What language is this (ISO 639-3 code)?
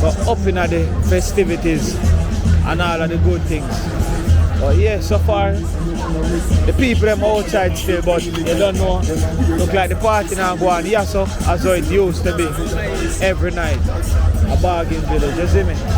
jam